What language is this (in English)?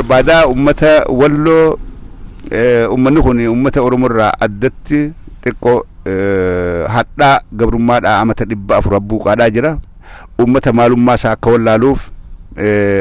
Oromo